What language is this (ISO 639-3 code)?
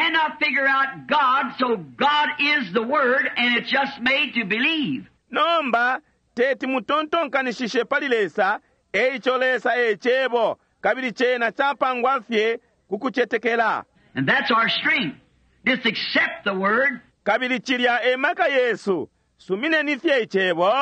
bem